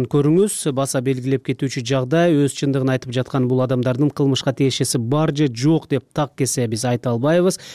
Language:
Kyrgyz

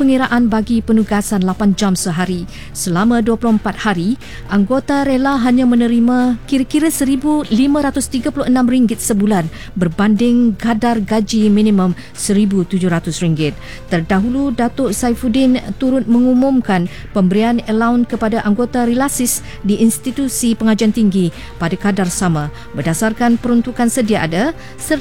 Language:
Malay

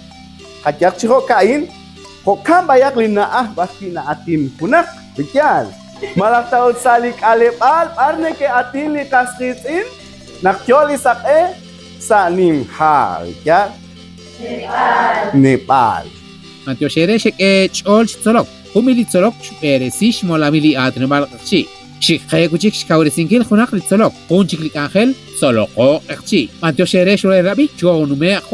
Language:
Kekchí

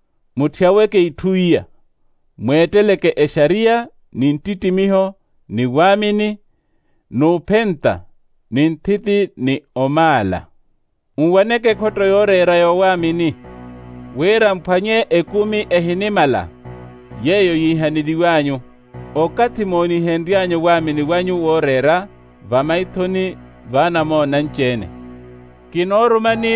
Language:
Makhuwa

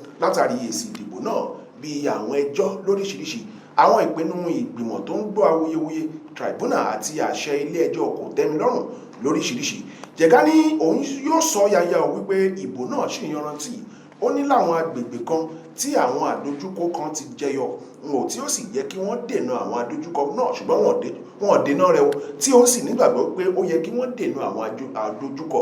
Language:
Yoruba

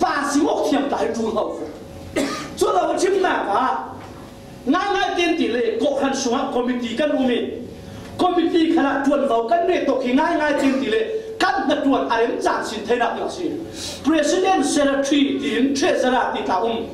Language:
Falam Chin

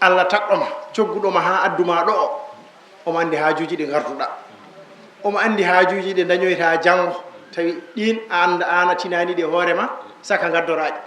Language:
Fula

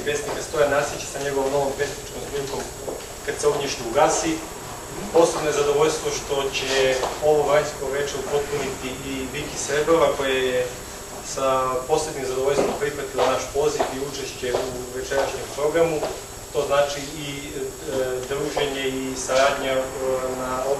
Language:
Serbian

